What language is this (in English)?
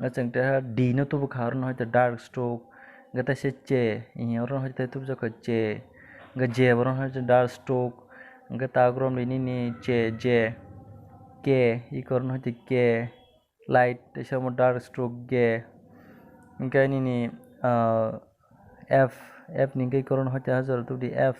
Kok Borok